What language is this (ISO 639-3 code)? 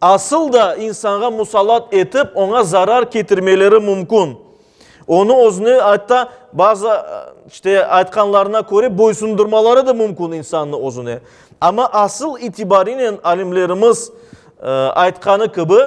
crh